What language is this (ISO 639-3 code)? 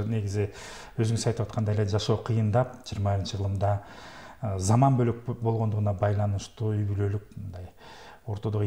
kir